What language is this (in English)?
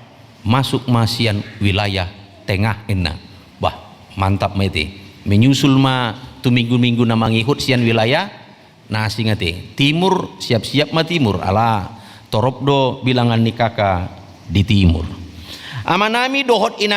Batak Toba